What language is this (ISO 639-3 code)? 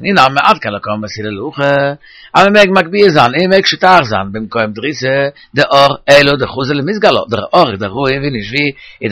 yid